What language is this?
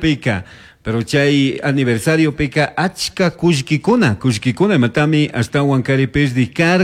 Chimborazo Highland Quichua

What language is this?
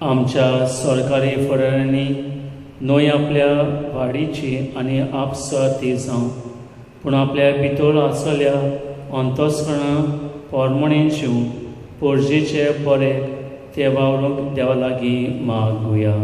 Konkani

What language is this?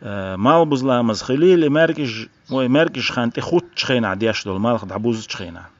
Chechen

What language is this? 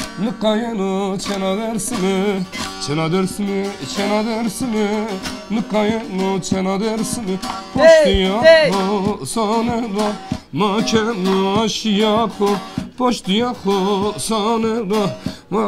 Zaza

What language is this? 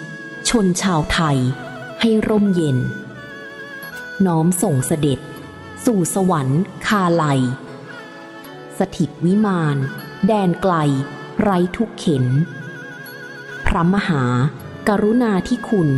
Thai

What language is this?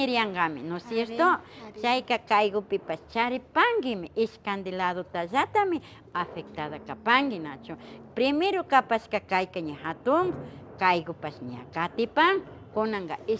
Imbabura Highland Quichua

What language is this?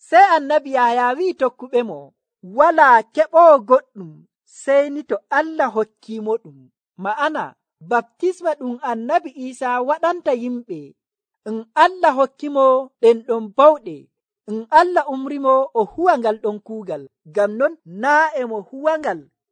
Nigerian Fulfulde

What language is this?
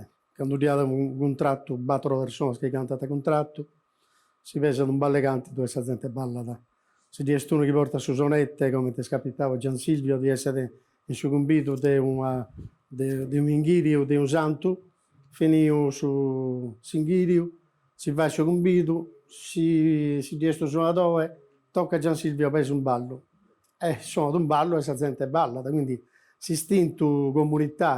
Sardinian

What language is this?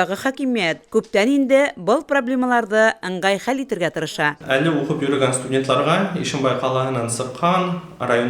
Bashkir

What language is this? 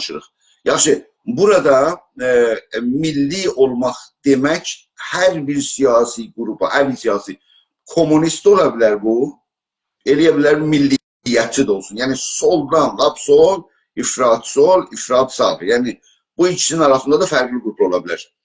South Azerbaijani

